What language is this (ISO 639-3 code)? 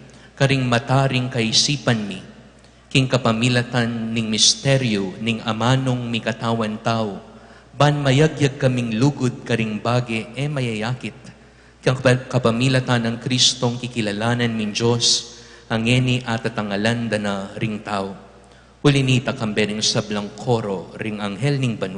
pam